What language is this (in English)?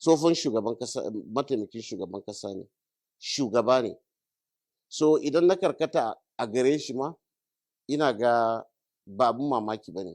Hausa